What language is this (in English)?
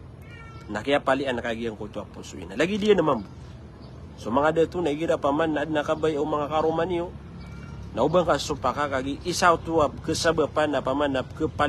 Maranao